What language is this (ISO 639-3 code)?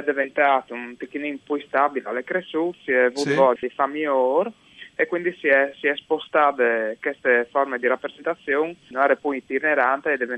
fur